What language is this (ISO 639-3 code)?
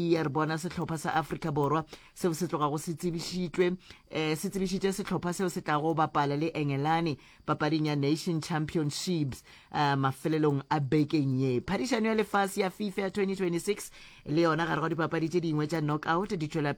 nso